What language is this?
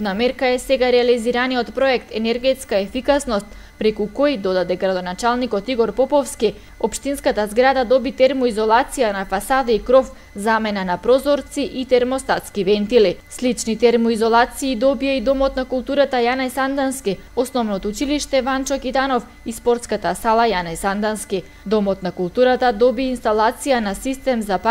Macedonian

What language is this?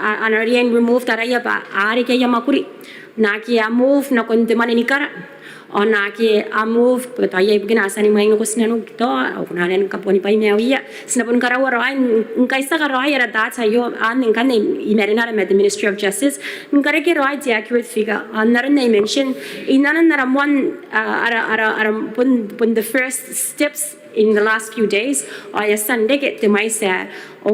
Gilbertese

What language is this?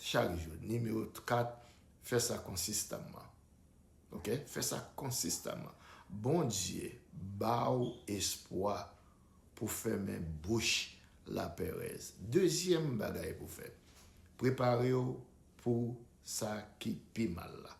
Haitian Creole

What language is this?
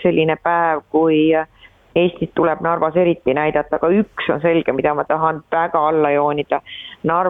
Estonian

